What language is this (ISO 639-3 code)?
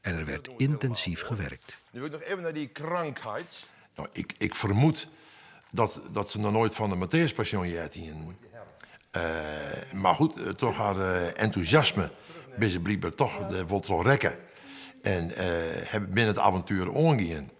fry